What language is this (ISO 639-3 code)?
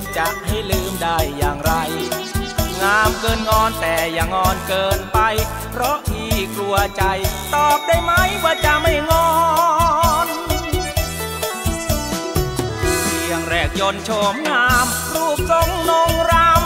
tha